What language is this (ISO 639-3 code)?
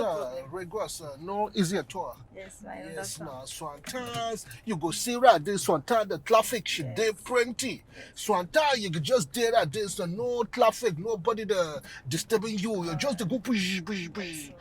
pcm